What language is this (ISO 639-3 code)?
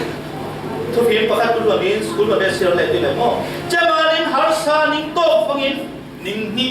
cfm